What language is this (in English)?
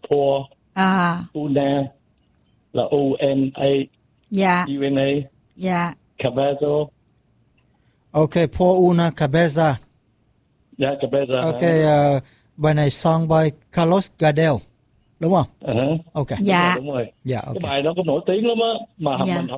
Vietnamese